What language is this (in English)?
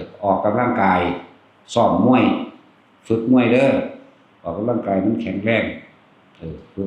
Northeastern Thai